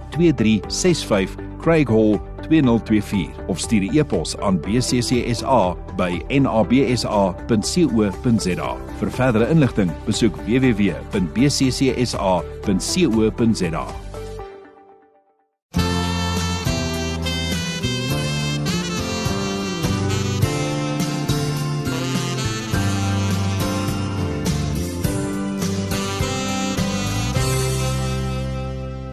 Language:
Afrikaans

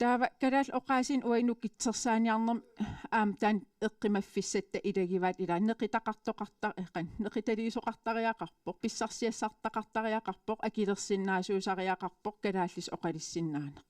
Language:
Kalaallisut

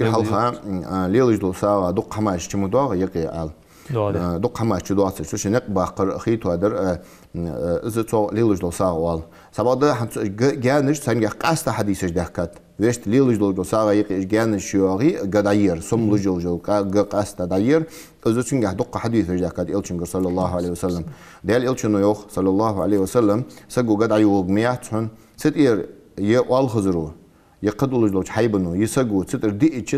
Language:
Ingush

